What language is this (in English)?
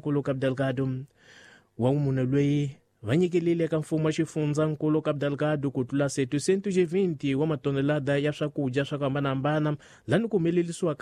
Tsonga